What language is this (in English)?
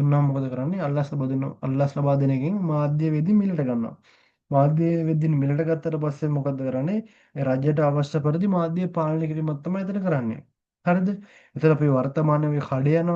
Sinhala